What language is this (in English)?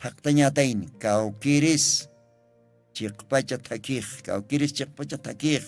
Aymara